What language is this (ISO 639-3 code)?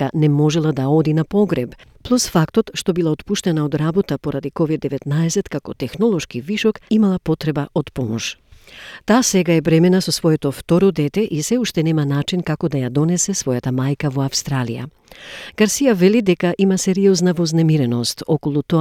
mkd